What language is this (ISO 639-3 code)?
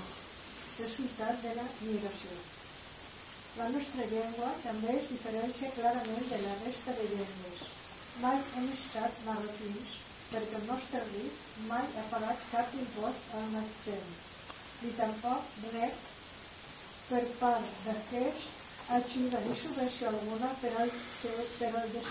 cat